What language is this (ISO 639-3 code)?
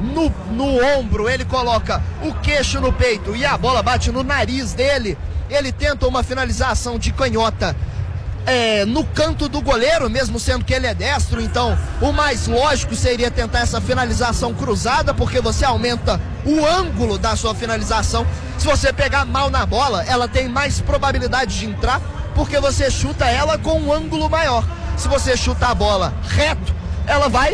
por